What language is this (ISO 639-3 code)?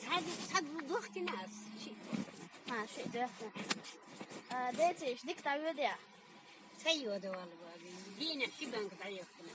che